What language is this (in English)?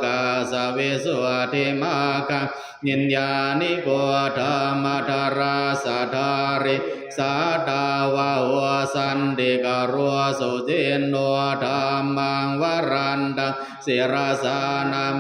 Pali